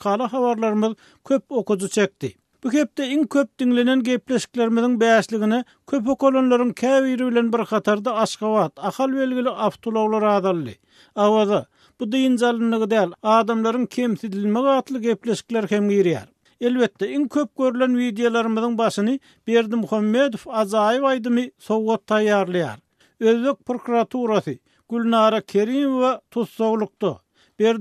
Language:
Turkmen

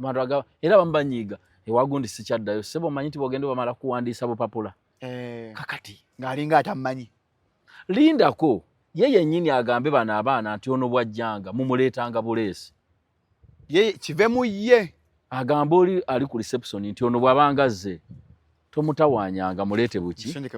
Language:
Ganda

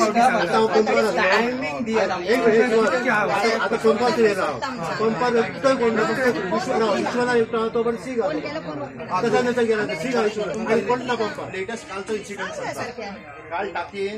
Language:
Konkani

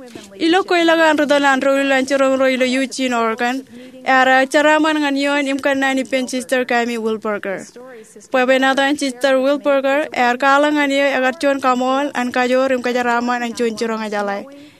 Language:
Marshallese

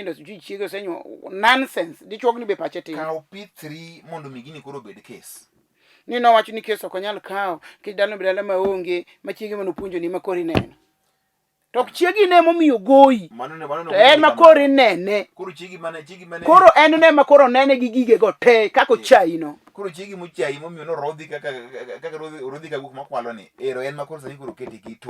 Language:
Luo (Kenya and Tanzania)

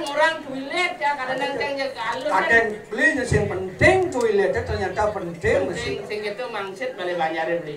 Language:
Balinese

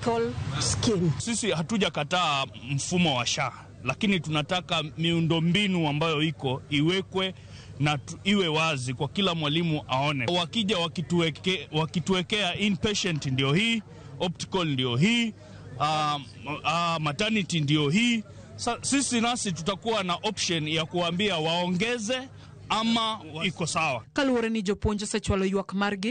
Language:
Luo (Kenya and Tanzania)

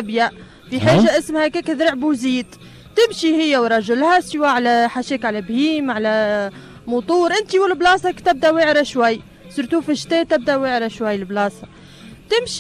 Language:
Tunisian Arabic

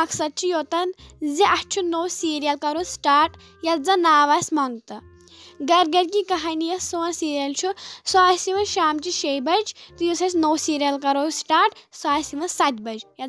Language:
Kashmiri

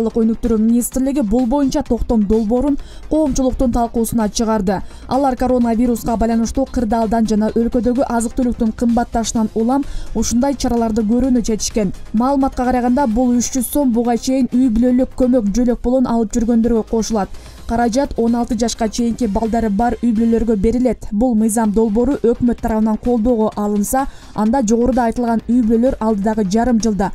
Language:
Kyrgyz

